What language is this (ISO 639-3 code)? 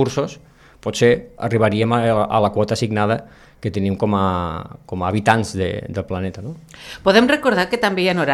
cat